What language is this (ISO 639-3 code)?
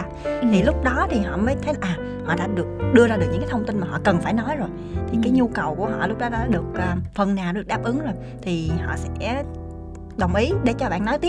vie